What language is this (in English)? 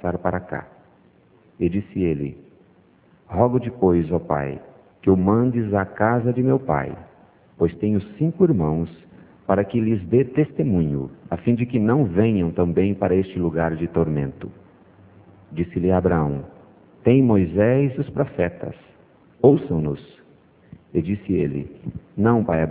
Portuguese